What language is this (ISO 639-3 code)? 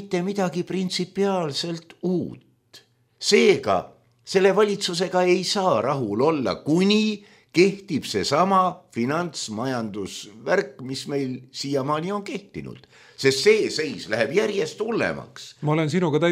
est